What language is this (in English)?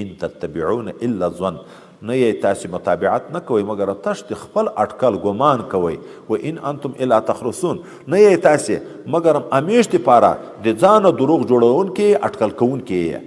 Pashto